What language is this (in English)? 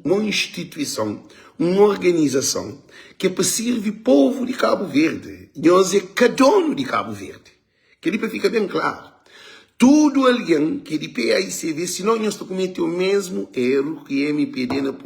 Kabuverdianu